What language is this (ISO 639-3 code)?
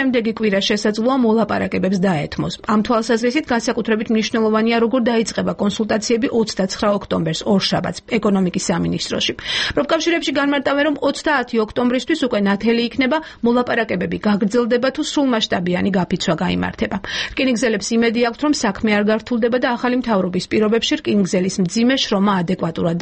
kat